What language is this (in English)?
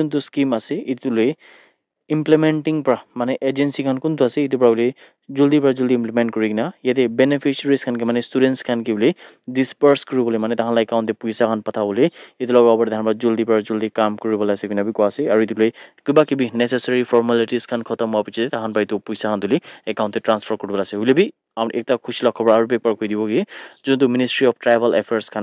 Naga Pidgin